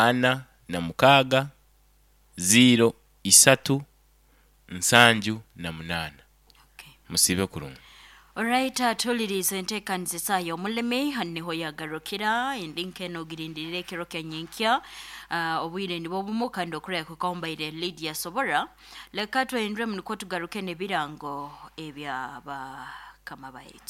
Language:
Nyoro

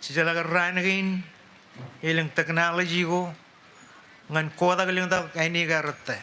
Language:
Marshallese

